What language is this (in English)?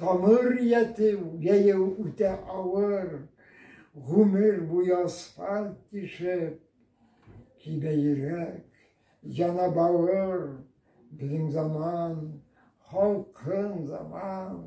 Bashkir